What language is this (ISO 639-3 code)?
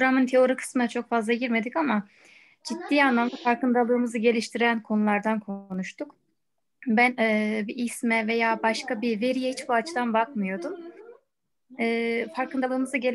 tur